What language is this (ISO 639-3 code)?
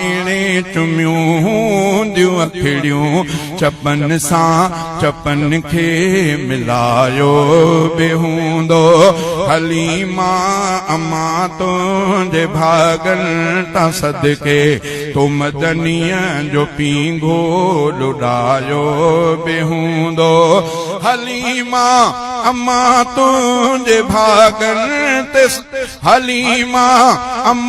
snd